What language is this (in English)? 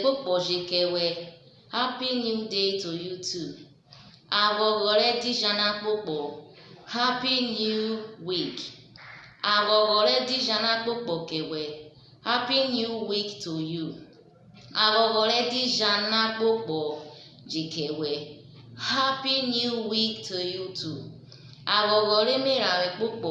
Urhobo